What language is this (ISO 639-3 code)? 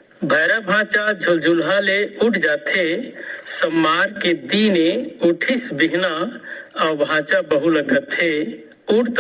hne